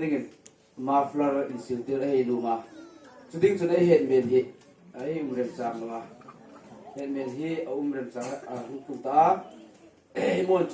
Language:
Hmar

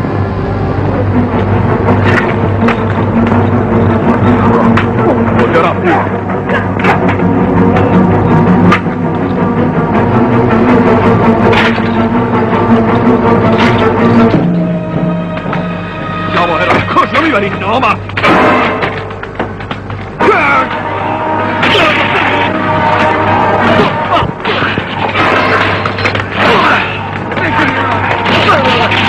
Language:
Persian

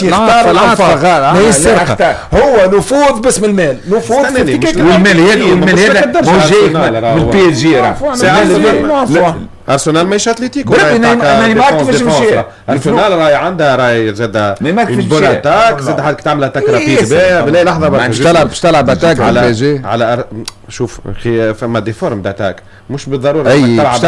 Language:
Tunisian Arabic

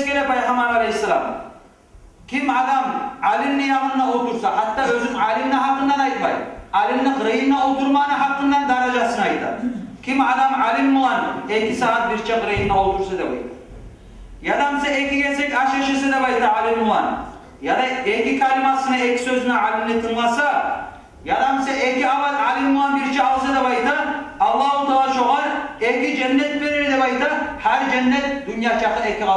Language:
Kumyk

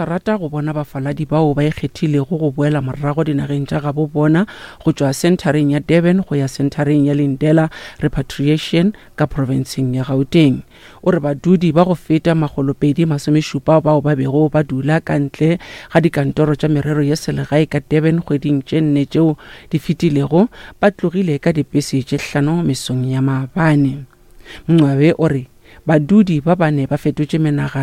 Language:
Northern Sotho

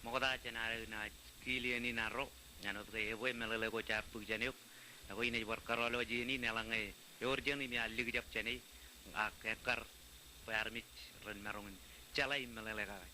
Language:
Marshallese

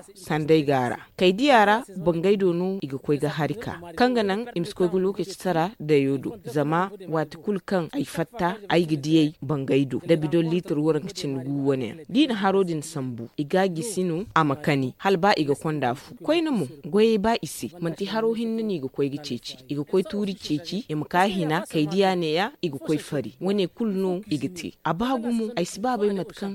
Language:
Zarma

